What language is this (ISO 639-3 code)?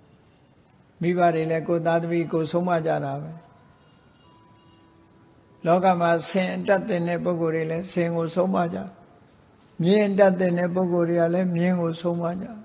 mya